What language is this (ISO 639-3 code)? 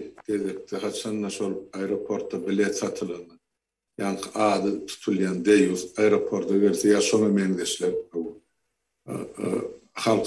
tuk